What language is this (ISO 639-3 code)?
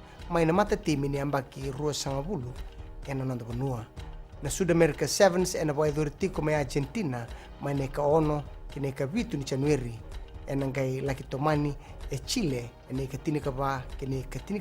fij